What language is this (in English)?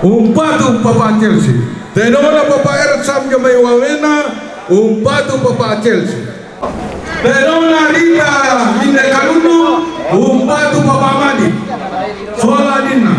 Toraja-Sa'dan